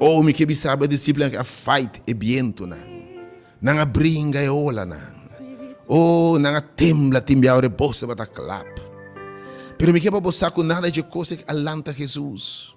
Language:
Papiamento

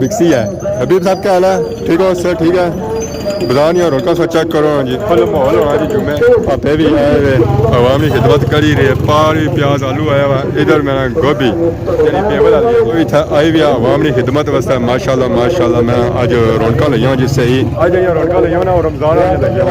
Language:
Pahari-Potwari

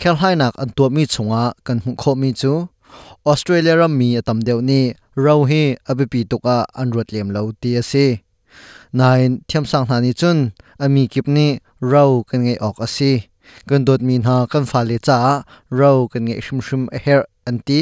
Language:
Hakha Chin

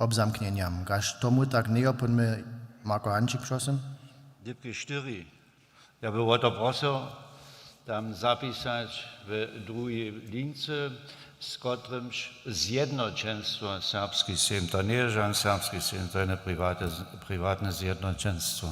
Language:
Upper Sorbian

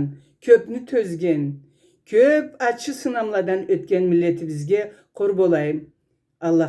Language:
Karachay-Balkar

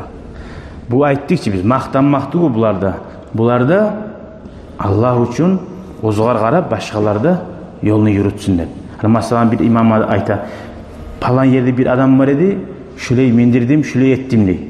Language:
Kumyk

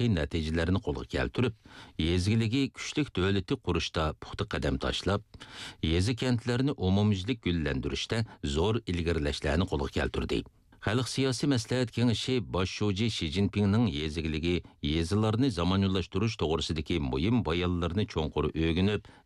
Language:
Uyghur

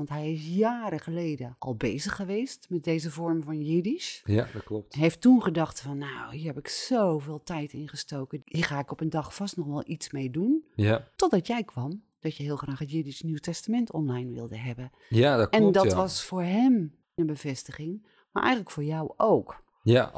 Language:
Dutch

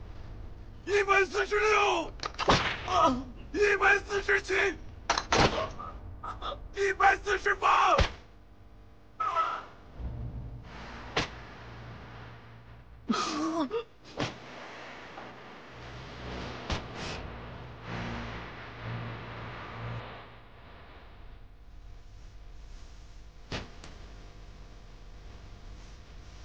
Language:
Chinese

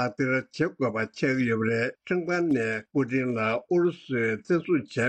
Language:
Tibetan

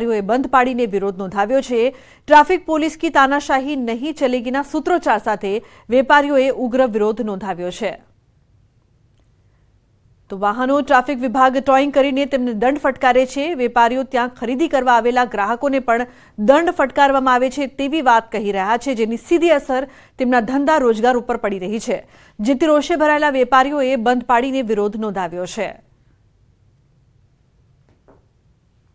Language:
Gujarati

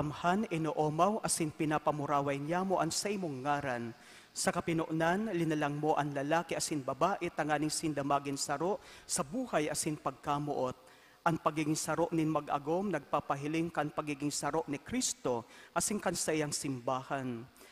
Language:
Bikol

